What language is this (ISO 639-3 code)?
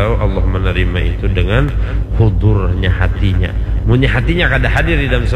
bjn